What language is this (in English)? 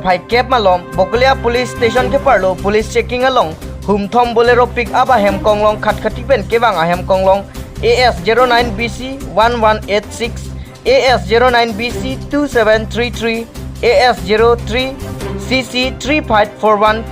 Karbi